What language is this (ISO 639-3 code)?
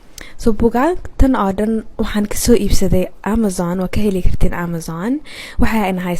som